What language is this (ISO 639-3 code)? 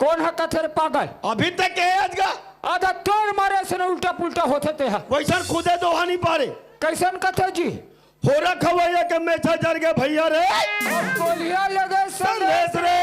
hne